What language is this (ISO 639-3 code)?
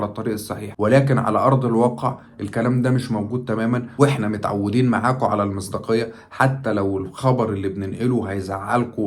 arz